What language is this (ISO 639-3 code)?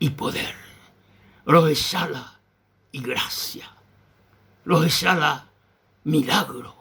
grn